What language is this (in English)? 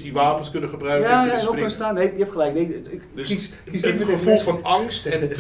Dutch